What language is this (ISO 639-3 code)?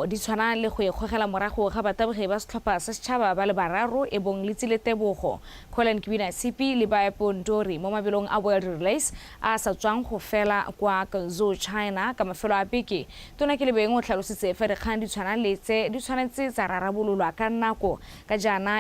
tsn